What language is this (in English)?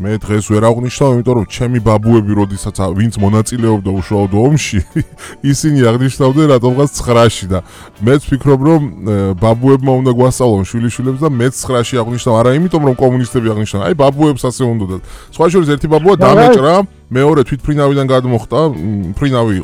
Georgian